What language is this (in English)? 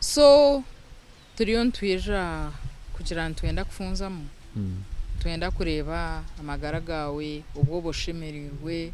Nyankole